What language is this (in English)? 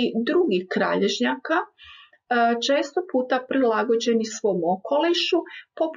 Croatian